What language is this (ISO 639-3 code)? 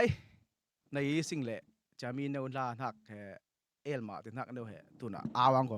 cfm